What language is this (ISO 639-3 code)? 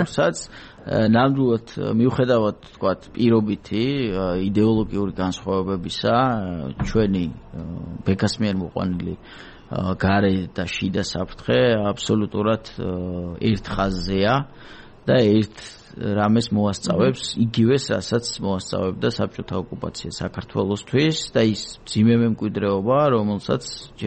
kat